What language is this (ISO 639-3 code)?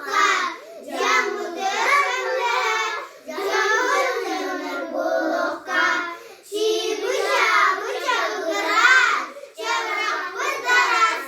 sah